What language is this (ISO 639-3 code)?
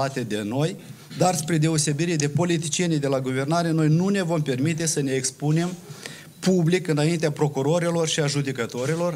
ron